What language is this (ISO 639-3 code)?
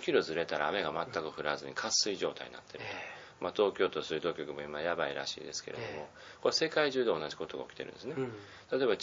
jpn